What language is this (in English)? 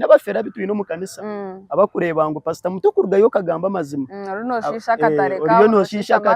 Nyankole